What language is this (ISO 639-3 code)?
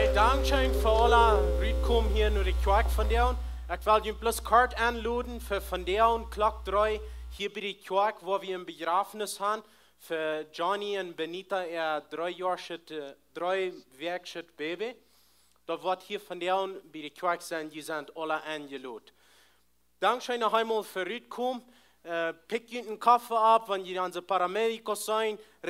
pdt